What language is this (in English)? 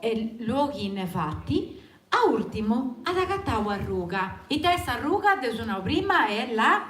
Sardinian